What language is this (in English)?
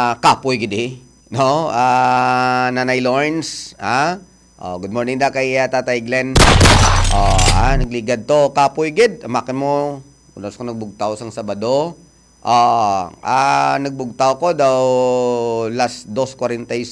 Hiligaynon